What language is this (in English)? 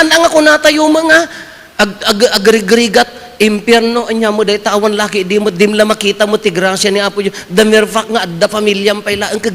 Iloko